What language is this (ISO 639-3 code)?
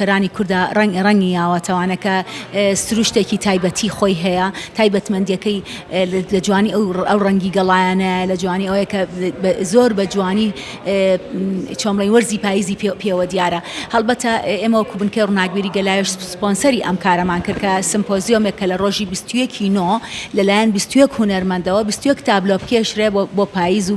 ckb